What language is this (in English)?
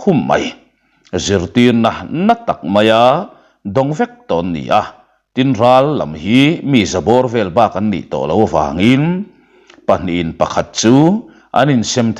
Mizo